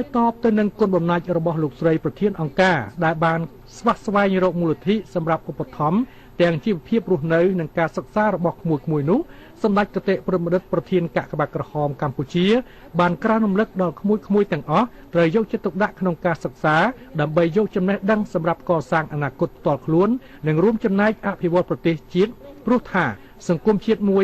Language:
Khmer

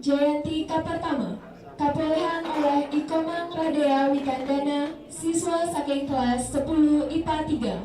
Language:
Balinese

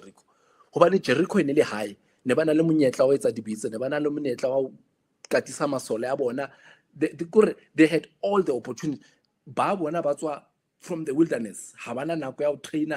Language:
Southern Sotho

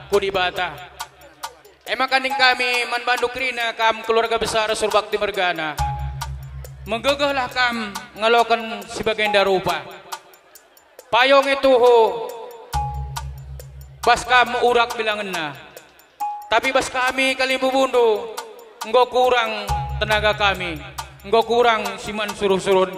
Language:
Batak Karo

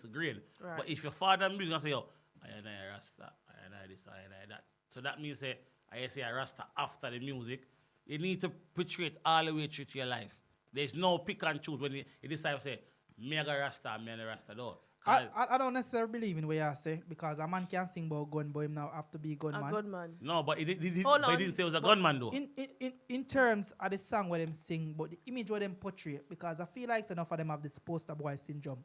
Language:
Jamaican Creole English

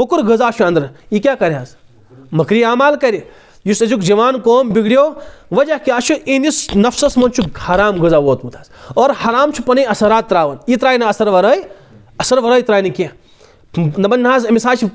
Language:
Kashmiri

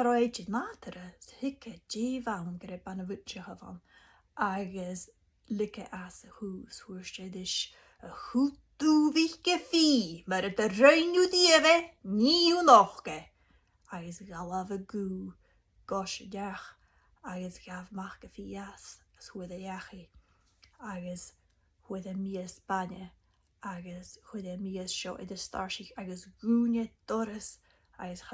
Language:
Scottish Gaelic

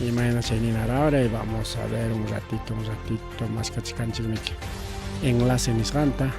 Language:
Ayacucho Quechua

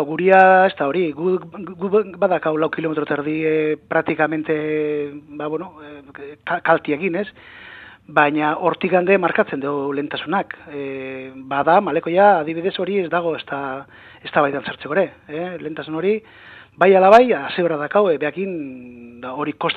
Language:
Basque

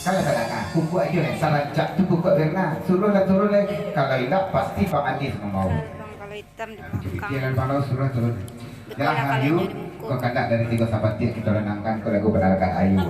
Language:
Minangkabau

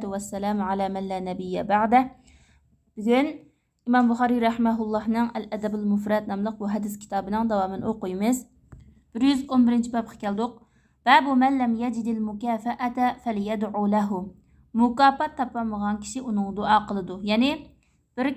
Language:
Uyghur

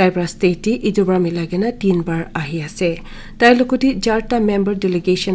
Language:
Naga Pidgin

